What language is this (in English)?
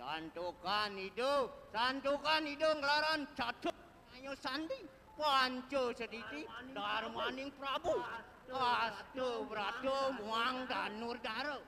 Balinese